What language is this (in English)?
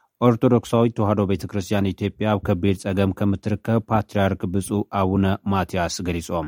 Tigrinya